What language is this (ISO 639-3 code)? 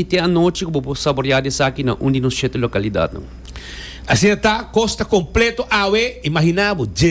pap